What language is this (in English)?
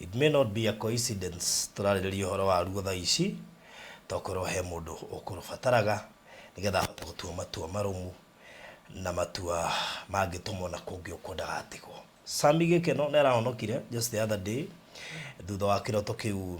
Kikuyu